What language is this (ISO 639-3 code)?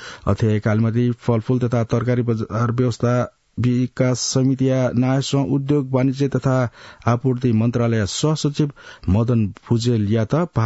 new